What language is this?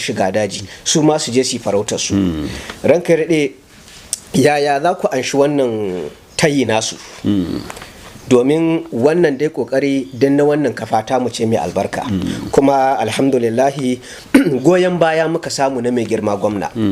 Hausa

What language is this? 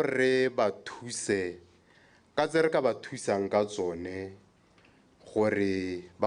Tswana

